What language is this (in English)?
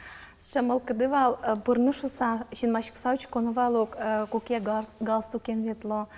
Udmurt